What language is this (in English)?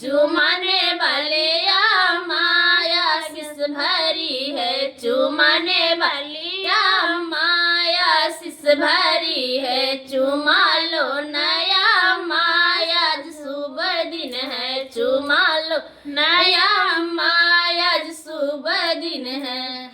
Maithili